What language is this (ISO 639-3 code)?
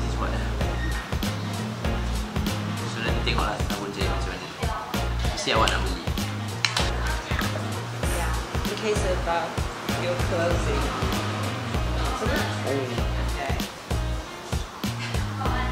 msa